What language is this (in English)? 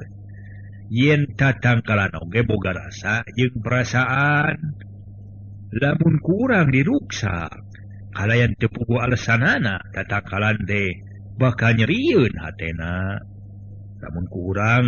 Sundanese